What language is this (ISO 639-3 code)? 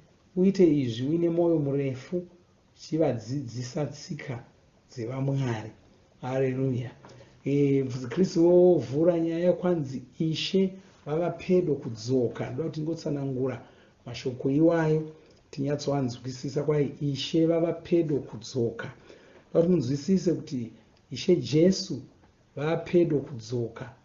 sna